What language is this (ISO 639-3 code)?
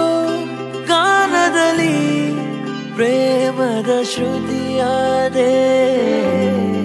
kan